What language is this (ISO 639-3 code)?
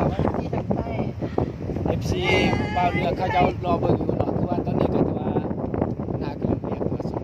lao